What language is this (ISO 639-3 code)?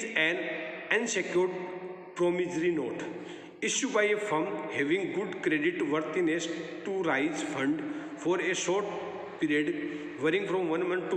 hin